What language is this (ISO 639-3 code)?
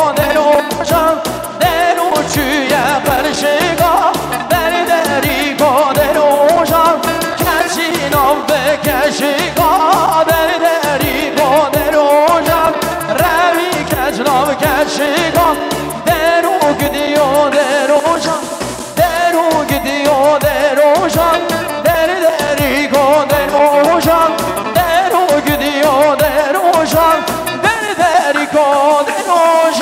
kur